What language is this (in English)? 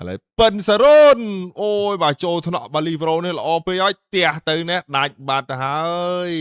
Khmer